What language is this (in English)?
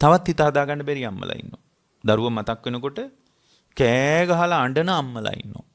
Sinhala